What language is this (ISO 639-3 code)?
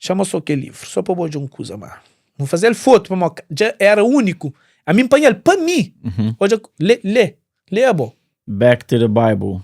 kea